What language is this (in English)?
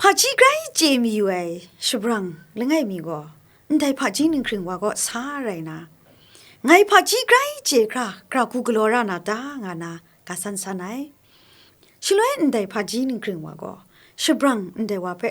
Kachin